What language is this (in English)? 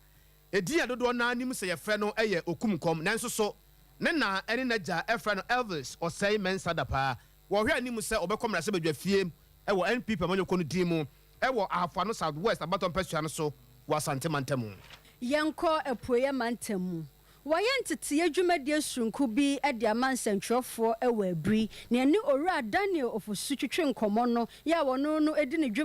Akan